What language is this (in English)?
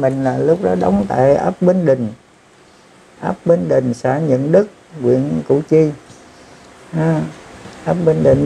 Vietnamese